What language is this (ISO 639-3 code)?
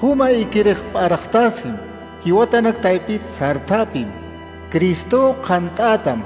aym